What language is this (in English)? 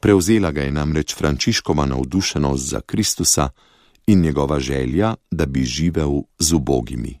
Slovenian